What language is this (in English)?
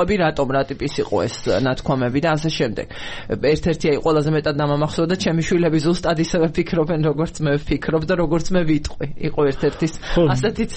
Georgian